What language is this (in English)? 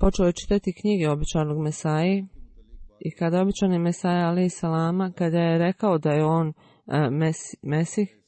Bosnian